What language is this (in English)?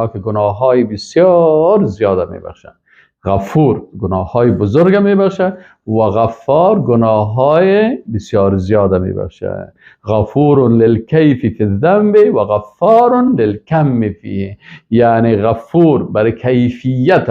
Persian